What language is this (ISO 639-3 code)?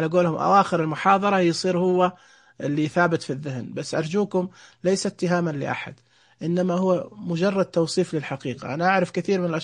ars